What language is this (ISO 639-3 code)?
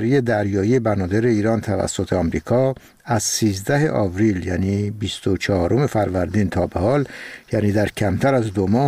fas